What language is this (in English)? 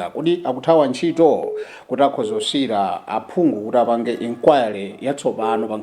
Nyanja